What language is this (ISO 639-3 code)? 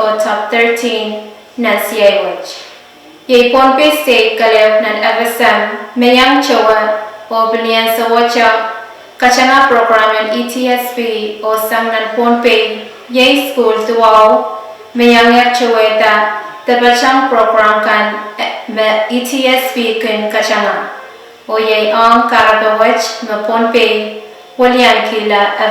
pon